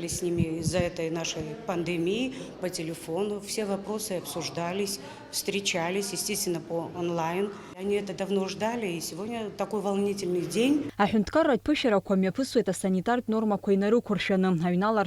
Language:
Abkhazian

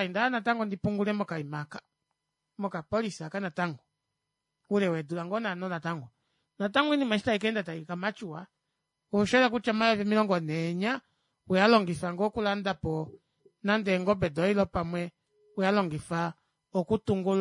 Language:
Kuanyama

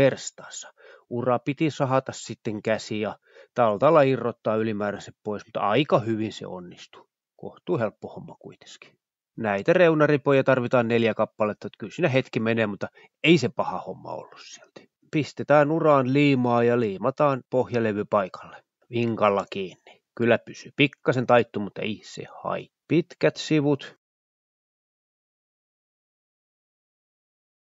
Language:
Finnish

